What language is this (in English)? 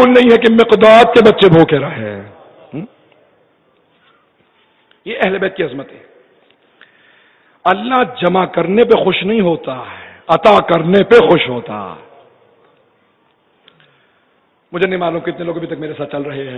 Urdu